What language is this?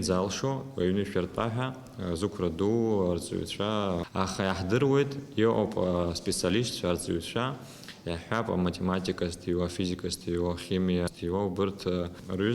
Abkhazian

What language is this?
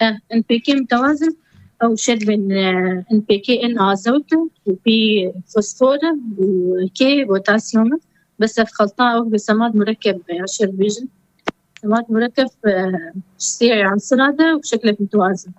Kurdish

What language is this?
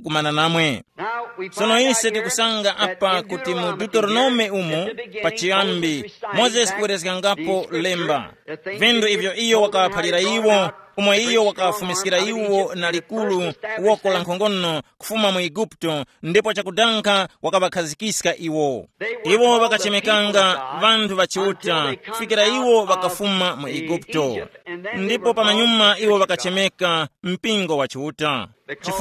Tumbuka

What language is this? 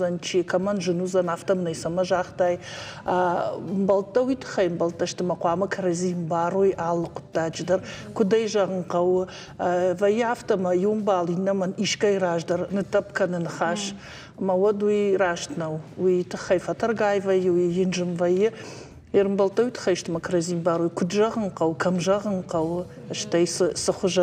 Ossetic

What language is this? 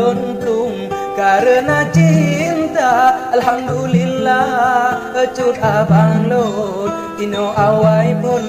Achinese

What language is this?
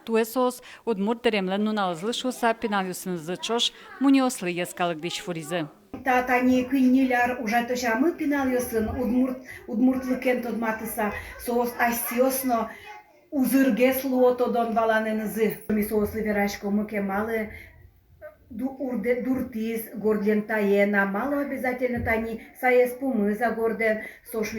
Udmurt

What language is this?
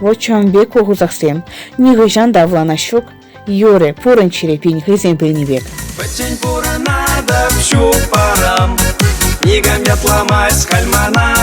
Chuvash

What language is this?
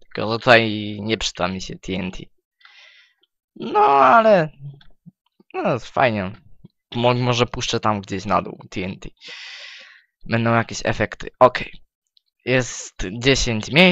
Polish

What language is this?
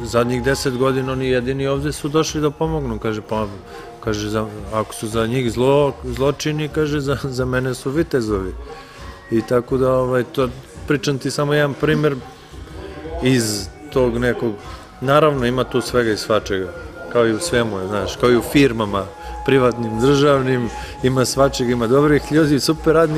Serbian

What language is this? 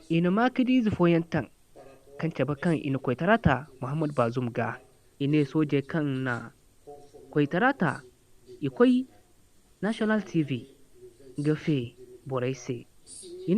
Zarma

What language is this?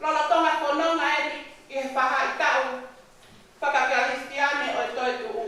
Tongan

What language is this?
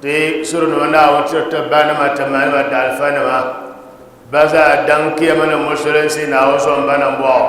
Dagbani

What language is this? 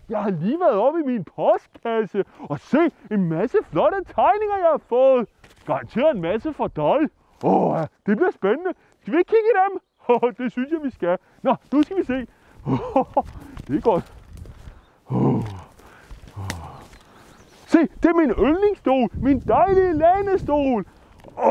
Danish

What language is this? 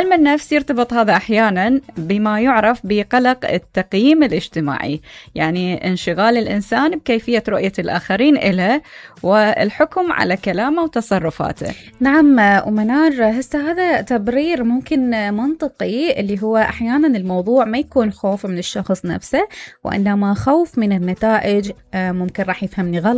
Mesopotamian Arabic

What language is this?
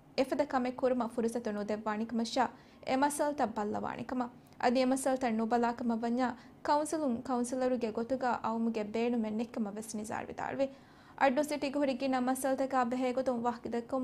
Divehi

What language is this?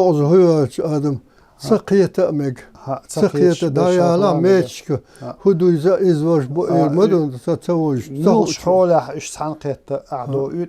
Chechen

